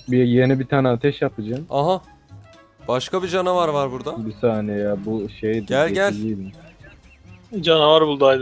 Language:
Turkish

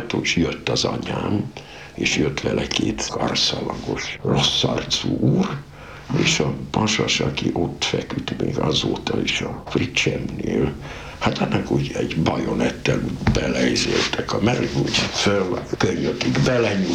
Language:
Hungarian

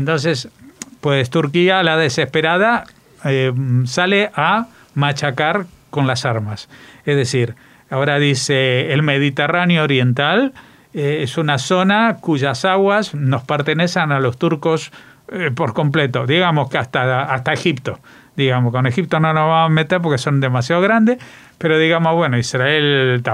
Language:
Spanish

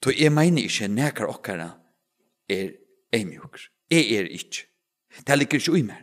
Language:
Faroese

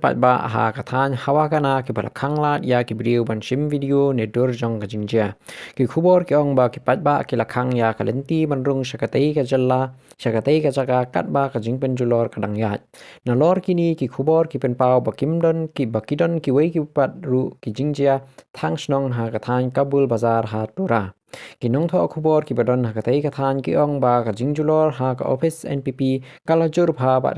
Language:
Khasi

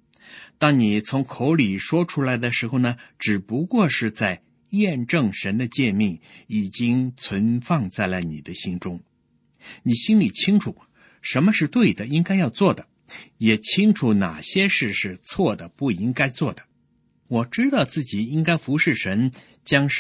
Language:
Chinese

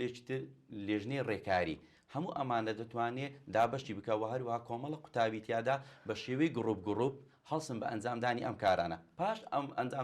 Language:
Central Kurdish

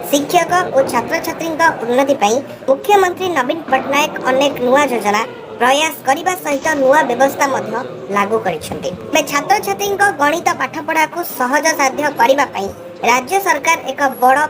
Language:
Odia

